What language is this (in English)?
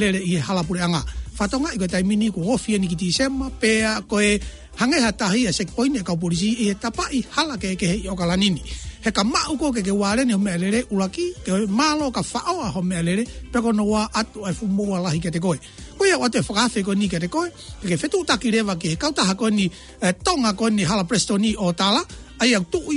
Tongan